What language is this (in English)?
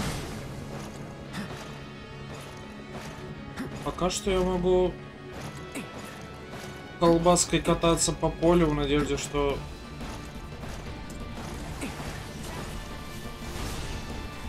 Russian